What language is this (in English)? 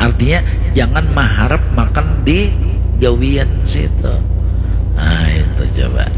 Banjar